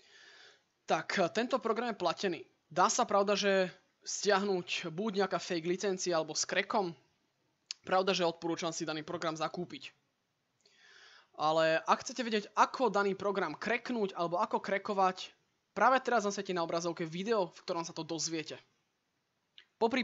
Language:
Slovak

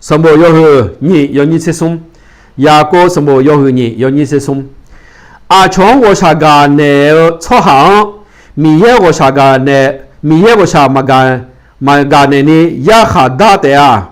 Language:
Akha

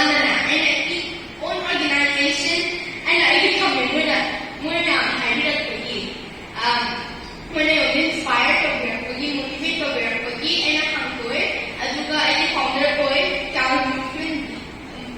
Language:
Manipuri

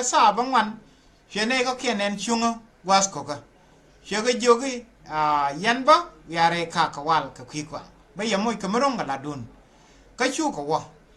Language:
Nuer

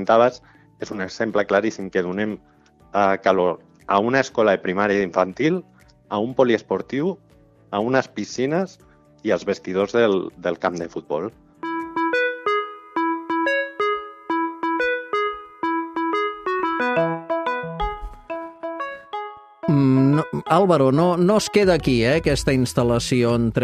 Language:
Catalan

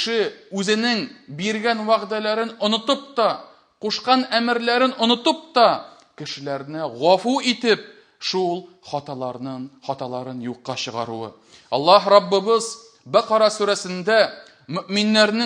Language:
Tatar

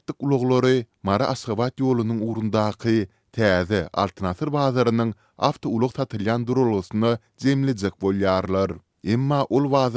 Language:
Turkmen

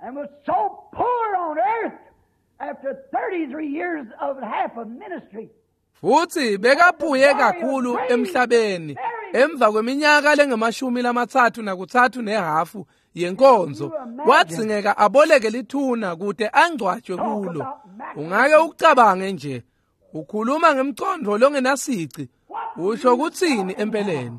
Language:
Swati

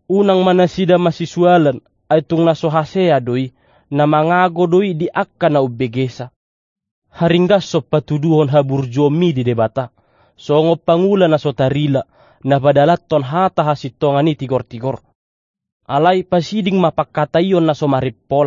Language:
Batak Toba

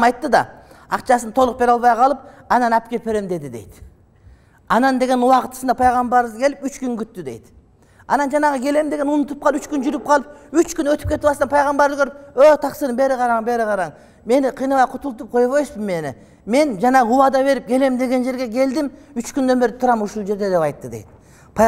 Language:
Kyrgyz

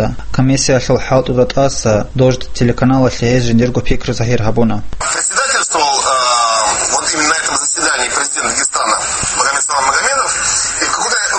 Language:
Avaric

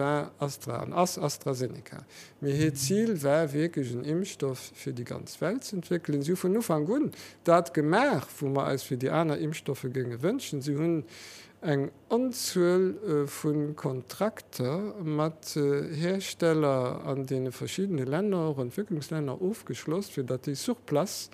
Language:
Luxembourgish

